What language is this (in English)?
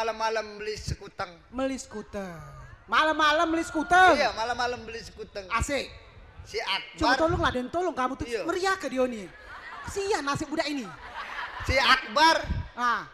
Musi